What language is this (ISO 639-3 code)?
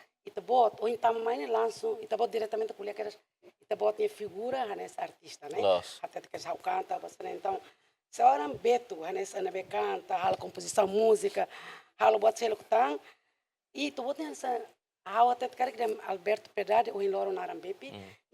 tet